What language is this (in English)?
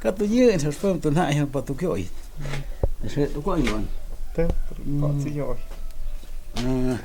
Totontepec Mixe